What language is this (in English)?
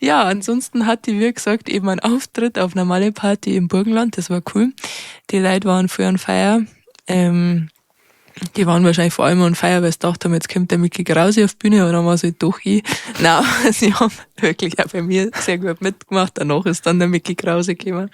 Bavarian